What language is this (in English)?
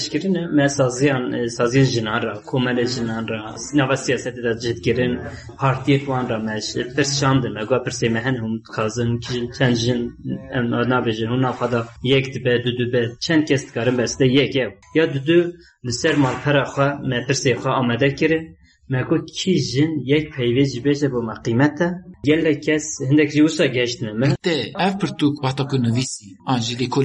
Kurdish